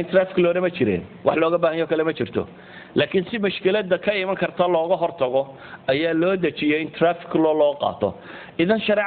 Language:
Somali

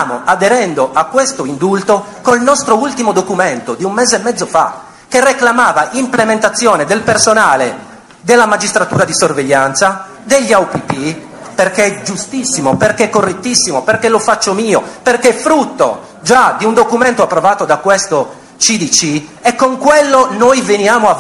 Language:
Italian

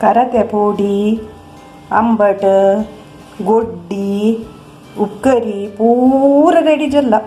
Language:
Konkani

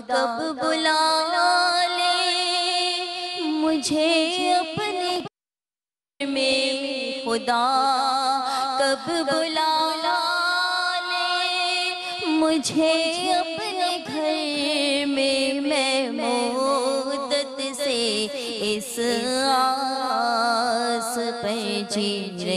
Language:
Urdu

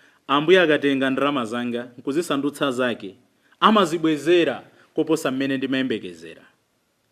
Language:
Nyanja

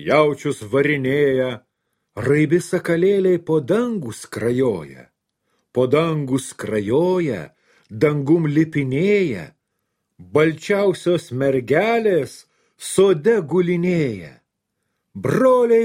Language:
Lithuanian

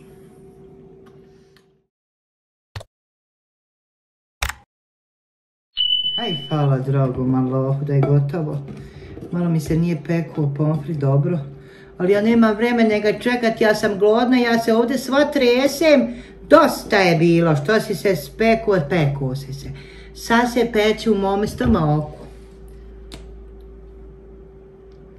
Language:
Bosnian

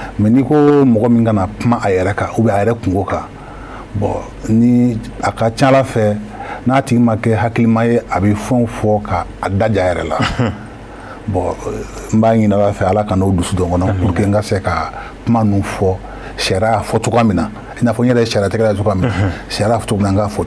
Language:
Bambara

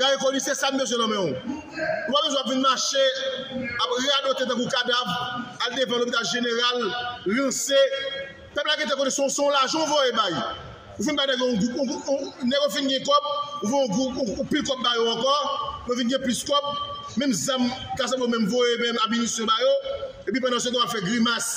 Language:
Haitian Creole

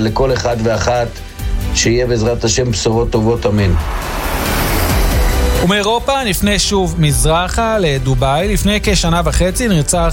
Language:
Hebrew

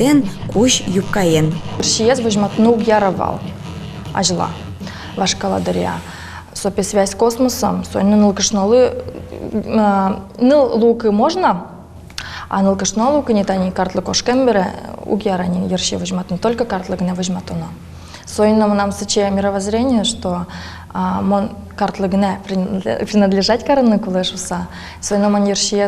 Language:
Udmurt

